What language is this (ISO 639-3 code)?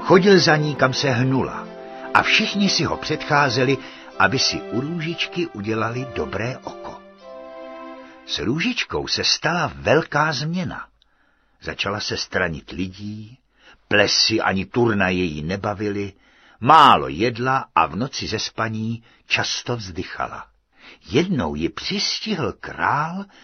ces